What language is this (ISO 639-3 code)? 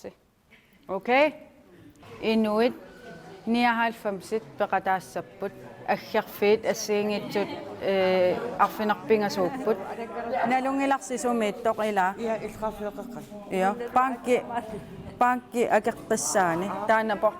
kal